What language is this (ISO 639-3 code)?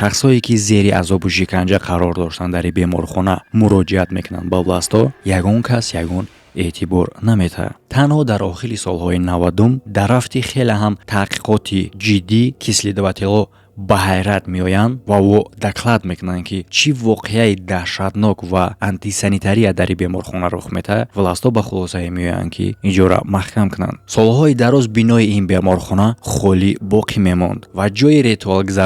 tgk